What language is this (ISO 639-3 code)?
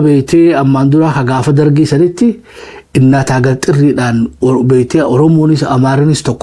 orm